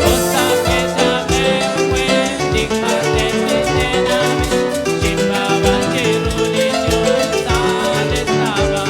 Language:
Kekchí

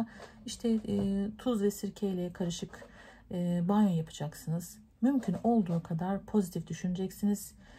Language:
Turkish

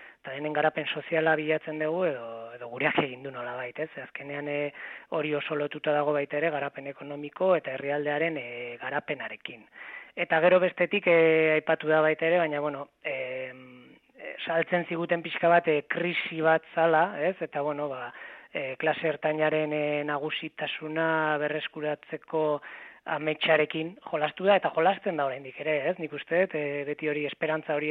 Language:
Basque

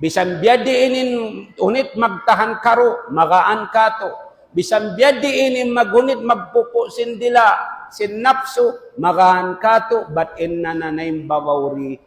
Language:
Tausug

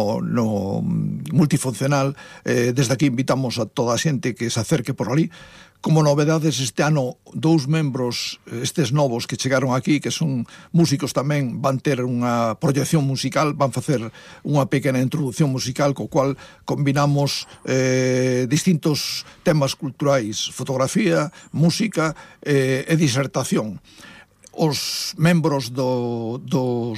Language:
Galician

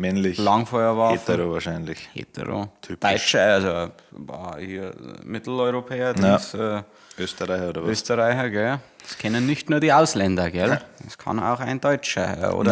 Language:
Bavarian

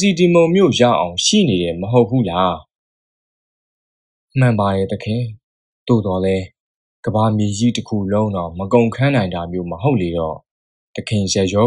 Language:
Burmese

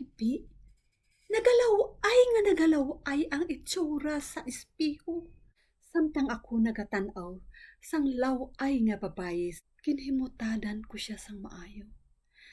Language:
Hiligaynon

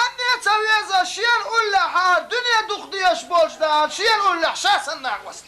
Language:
Chechen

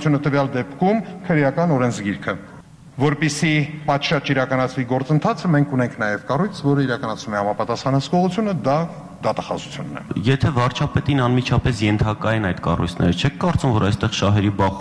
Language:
Armenian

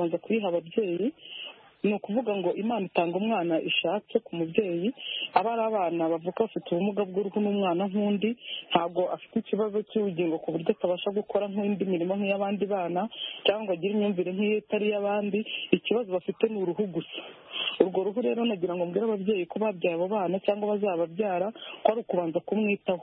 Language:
Kinyarwanda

